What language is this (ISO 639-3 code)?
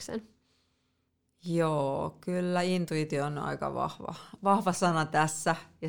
fin